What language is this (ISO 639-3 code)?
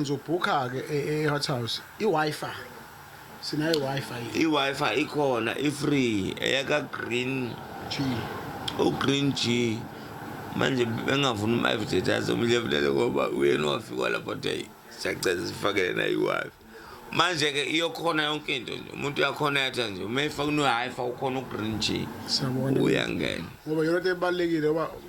zul